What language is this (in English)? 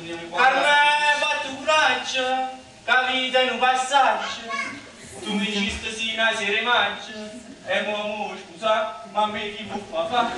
Neapolitan